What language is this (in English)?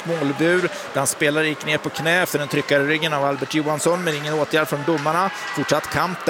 Swedish